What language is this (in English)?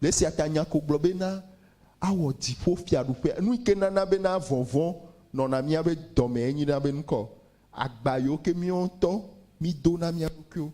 Ewe